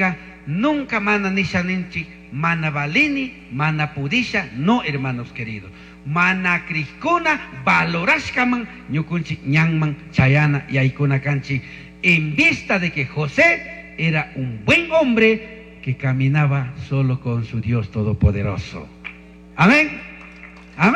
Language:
Chimborazo Highland Quichua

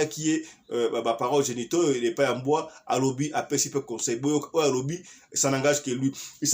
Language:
Lingala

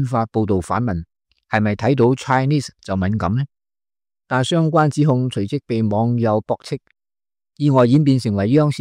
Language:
Cantonese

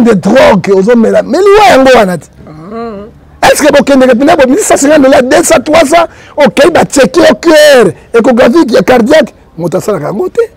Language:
Lingala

